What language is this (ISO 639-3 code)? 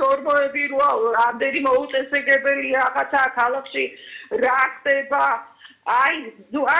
kat